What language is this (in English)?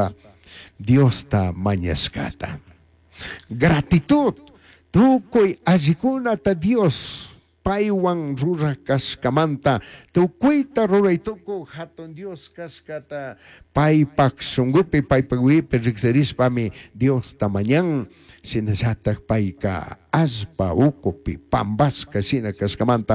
Chimborazo Highland Quichua